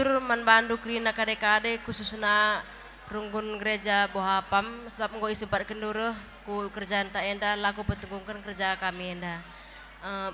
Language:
Batak Karo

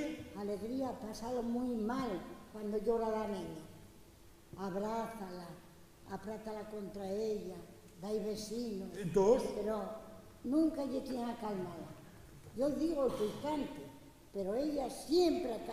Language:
Asturian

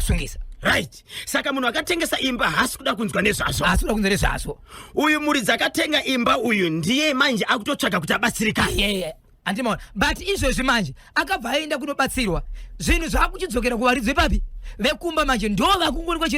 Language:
Shona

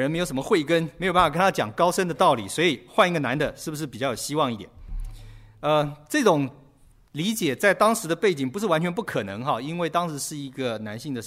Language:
Chinese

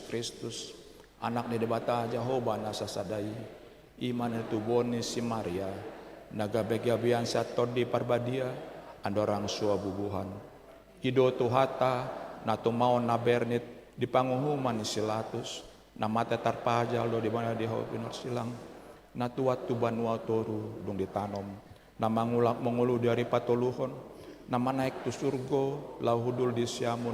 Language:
Batak Toba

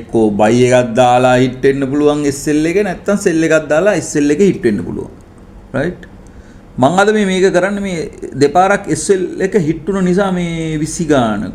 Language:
Sinhala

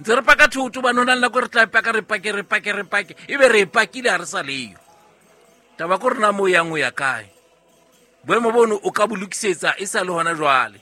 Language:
Southern Sotho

